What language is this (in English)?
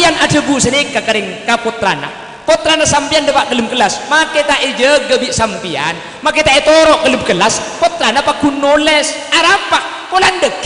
Madurese